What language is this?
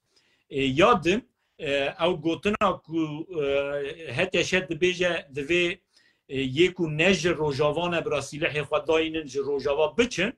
Kurdish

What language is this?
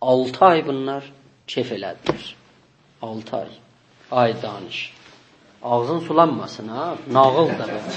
South Azerbaijani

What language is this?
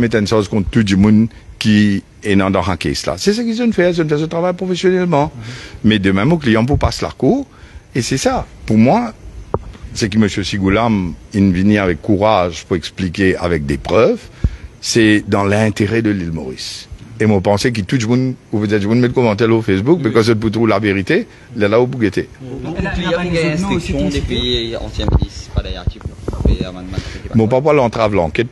Morisyen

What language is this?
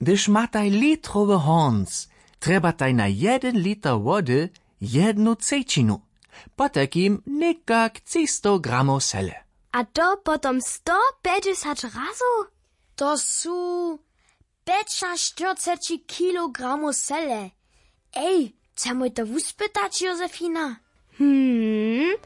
Upper Sorbian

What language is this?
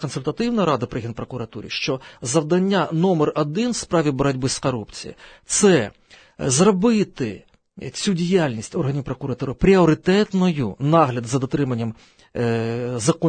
Ukrainian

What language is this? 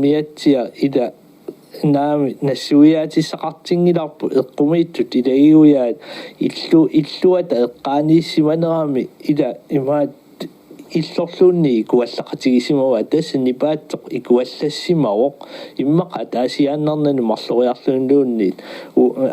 Kalaallisut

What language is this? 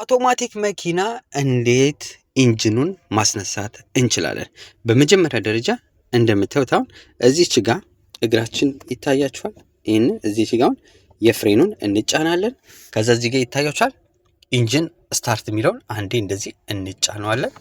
Amharic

